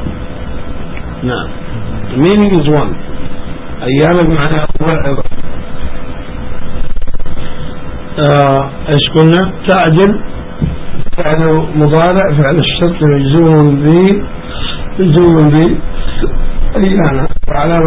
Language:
Arabic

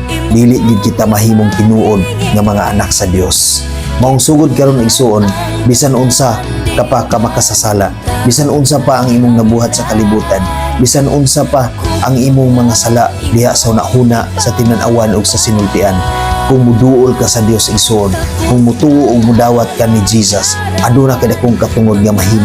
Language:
Cebuano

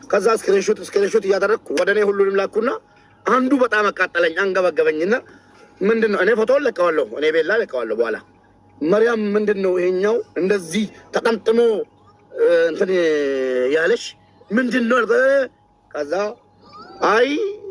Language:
Amharic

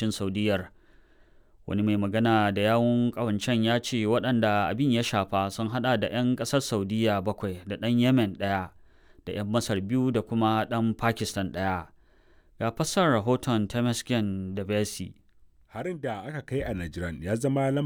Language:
Hausa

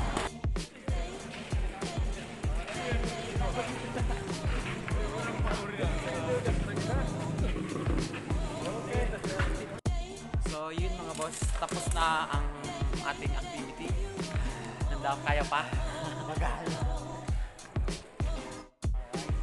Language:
Filipino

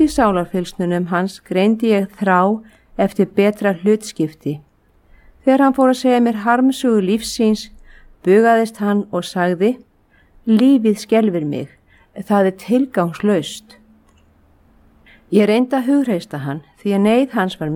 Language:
Icelandic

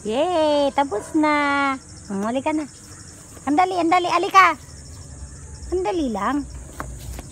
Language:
Filipino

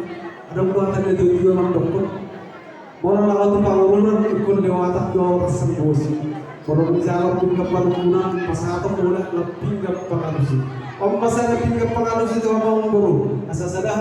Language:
Batak Toba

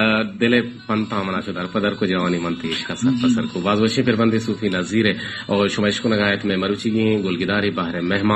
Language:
Baluchi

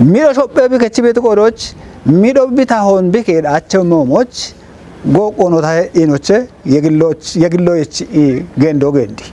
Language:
Kafa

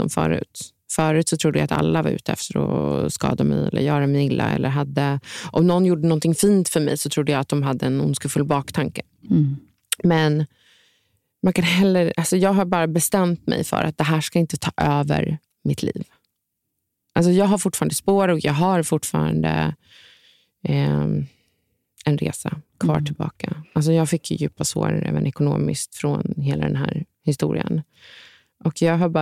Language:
Swedish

